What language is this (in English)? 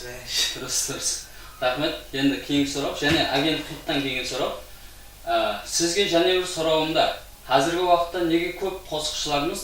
Kara-Kalpak